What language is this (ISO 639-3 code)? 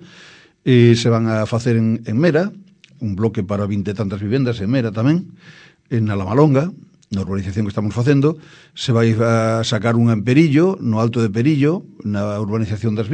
glg